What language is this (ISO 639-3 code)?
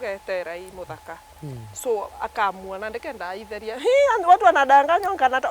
mer